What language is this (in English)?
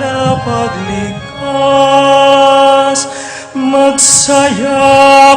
Pampanga